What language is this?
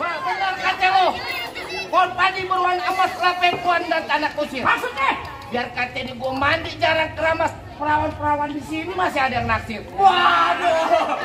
Betawi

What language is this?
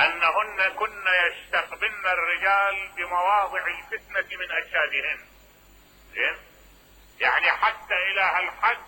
Mesopotamian Arabic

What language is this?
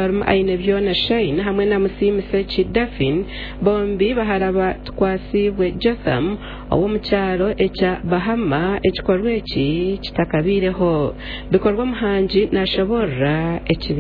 Nyankole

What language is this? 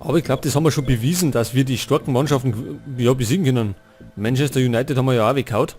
Bavarian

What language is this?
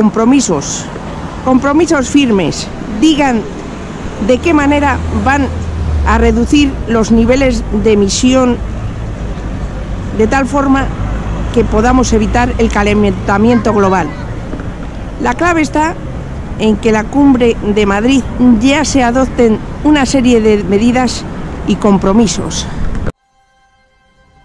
Spanish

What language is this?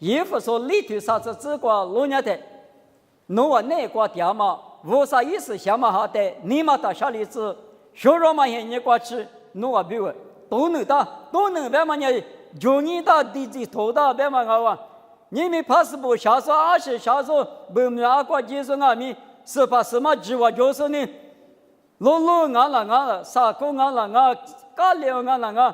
Lisu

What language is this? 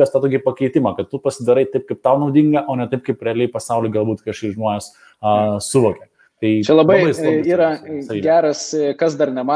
Lithuanian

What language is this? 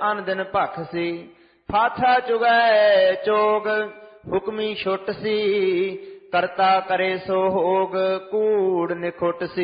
Punjabi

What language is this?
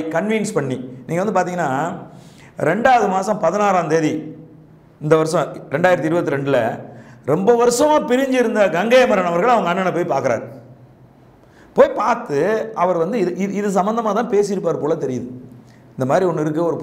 Tamil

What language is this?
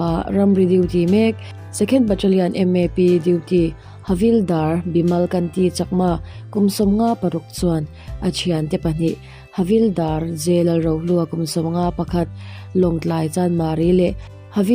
Mizo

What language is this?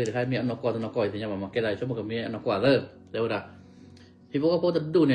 S'gaw Karen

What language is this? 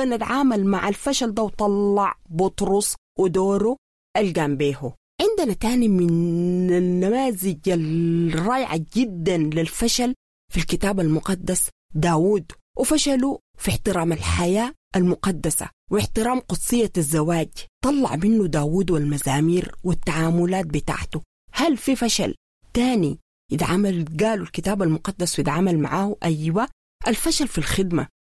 Sudanese Arabic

